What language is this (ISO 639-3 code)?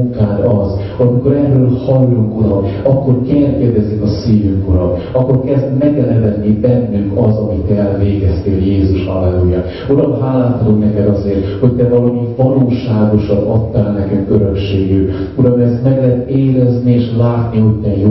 hun